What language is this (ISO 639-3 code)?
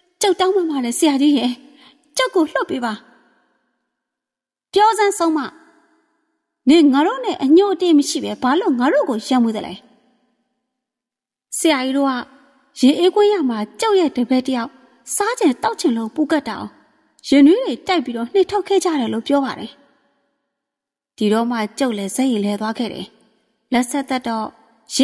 mya